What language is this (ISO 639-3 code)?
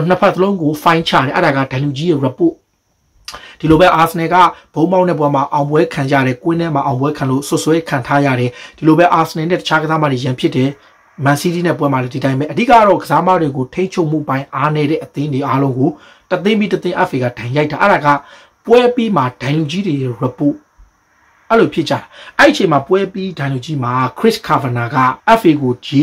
mya